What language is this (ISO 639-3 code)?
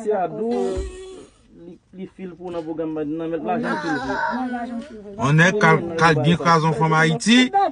hat